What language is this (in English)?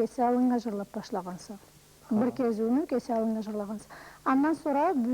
Karachay-Balkar